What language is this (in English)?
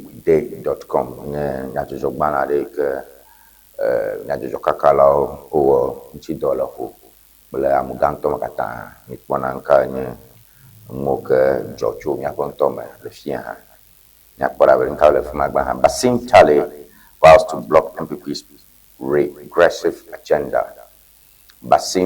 Ewe